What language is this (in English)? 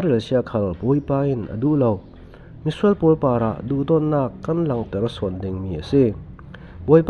Falam Chin